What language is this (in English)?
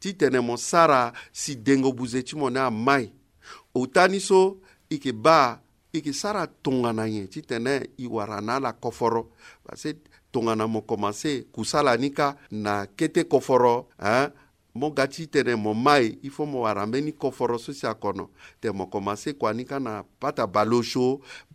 Sango